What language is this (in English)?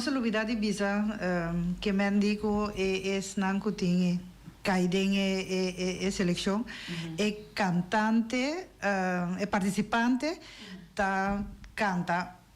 Papiamento